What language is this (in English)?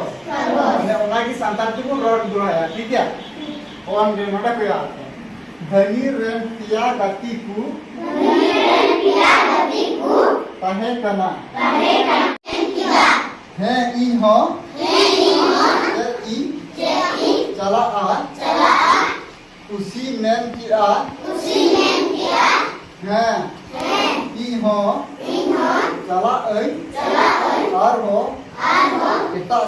Santali